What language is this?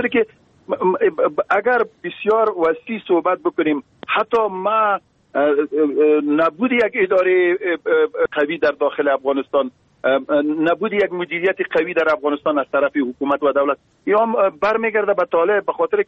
Persian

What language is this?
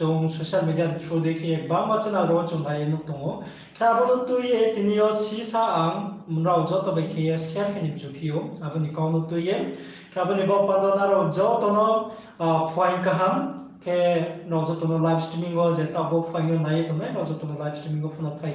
Riang (India)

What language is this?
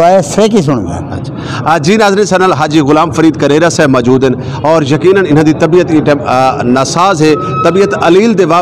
Saraiki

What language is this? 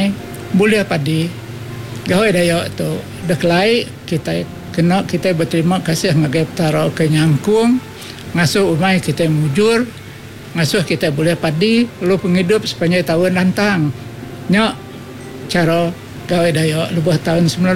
Iban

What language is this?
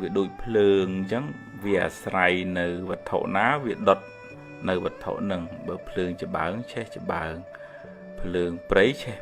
Khmer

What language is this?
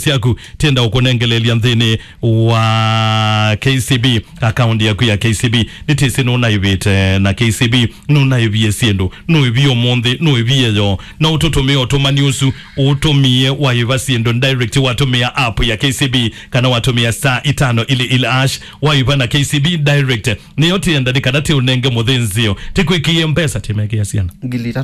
Kamba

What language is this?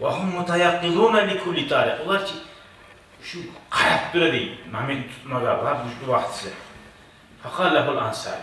Kumyk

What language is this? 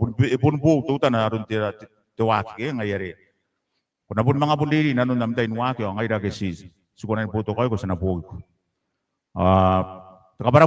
Gilbertese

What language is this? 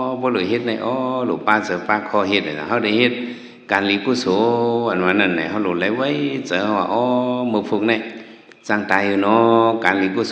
Shan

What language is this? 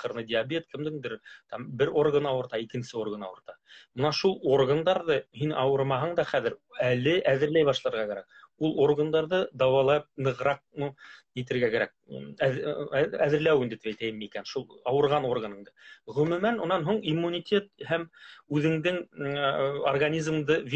Bashkir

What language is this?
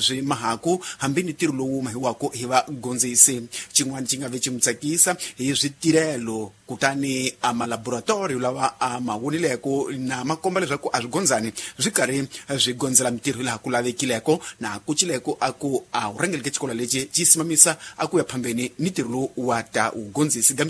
Tsonga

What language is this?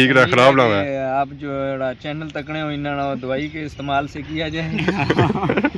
Pahari-Potwari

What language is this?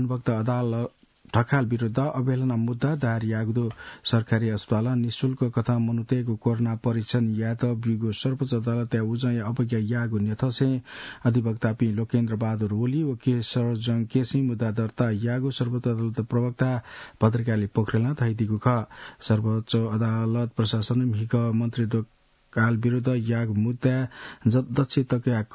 Newari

